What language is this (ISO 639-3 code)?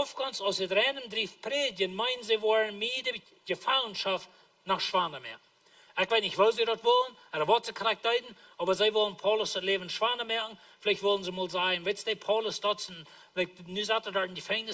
pdt